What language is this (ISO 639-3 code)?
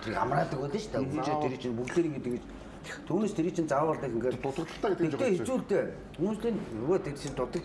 mon